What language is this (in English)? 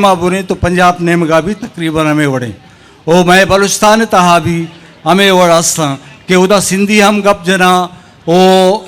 Eastern Balochi